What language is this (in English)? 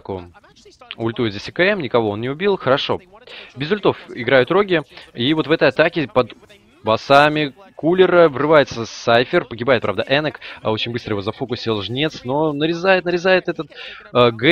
Russian